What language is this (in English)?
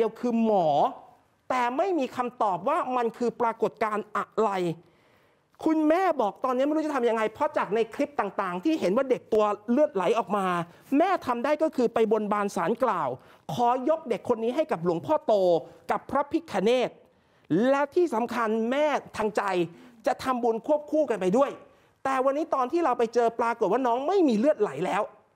Thai